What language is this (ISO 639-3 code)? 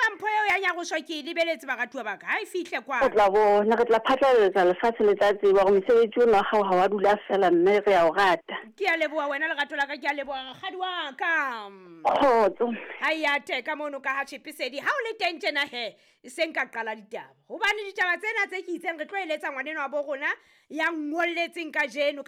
sot